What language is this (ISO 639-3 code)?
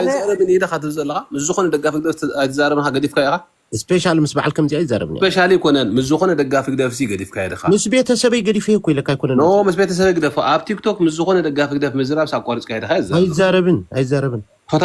tir